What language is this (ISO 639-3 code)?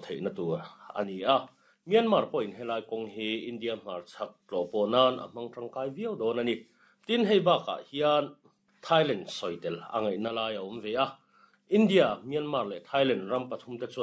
lus